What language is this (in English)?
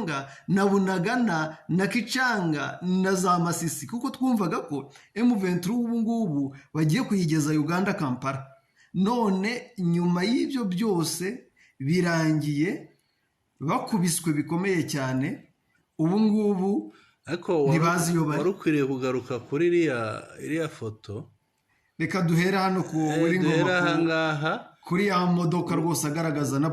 Kinyarwanda